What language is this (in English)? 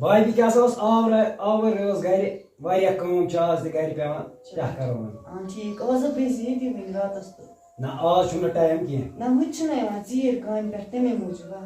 Kashmiri